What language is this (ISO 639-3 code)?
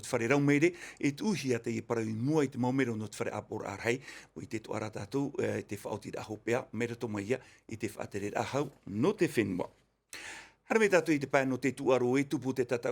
tah